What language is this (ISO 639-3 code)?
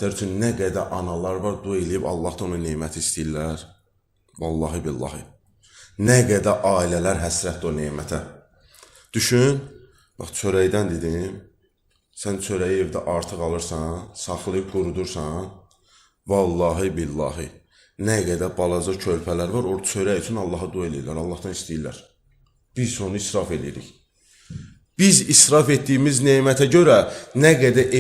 aze